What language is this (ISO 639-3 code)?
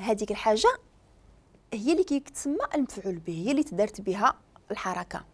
ary